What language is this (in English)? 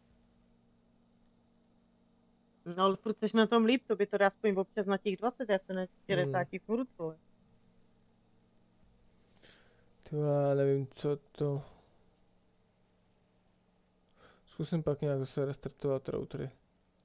Czech